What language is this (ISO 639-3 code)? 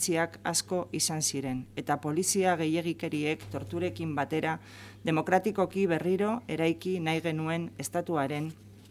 eus